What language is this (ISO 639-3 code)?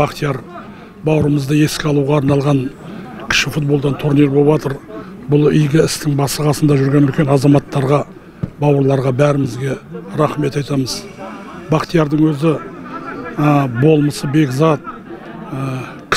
kaz